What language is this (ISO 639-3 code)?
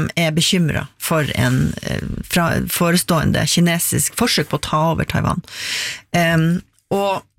nor